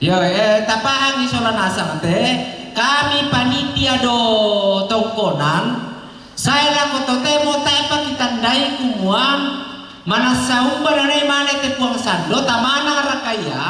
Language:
Toraja-Sa'dan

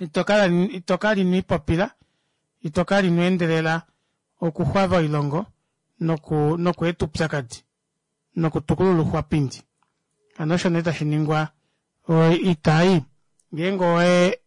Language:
Kuanyama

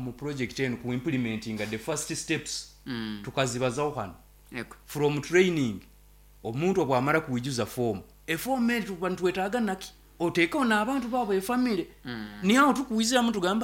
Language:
Nyoro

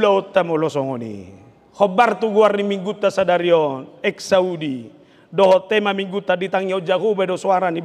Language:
Batak Toba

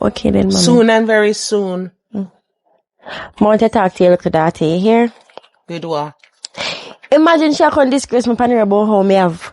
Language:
Jamaican Creole English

